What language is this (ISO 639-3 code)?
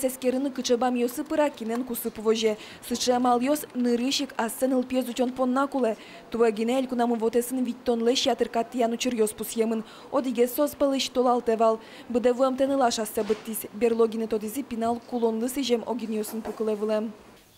udm